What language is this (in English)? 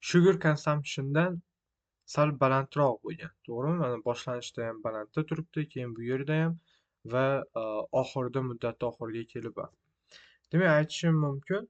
Uzbek